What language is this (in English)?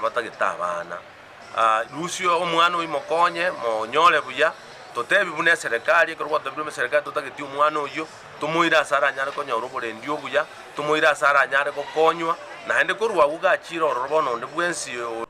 Gusii